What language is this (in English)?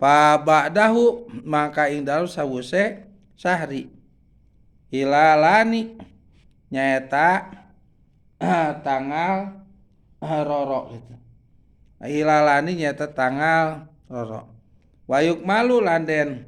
Sundanese